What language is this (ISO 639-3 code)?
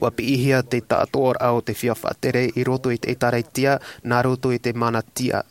tah